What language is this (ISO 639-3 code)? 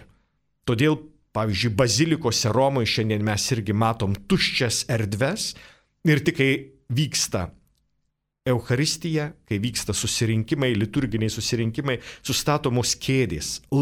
lit